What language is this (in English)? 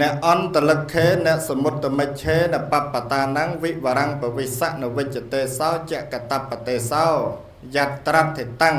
Khmer